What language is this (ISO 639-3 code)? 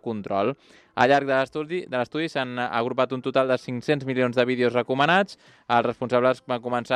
cat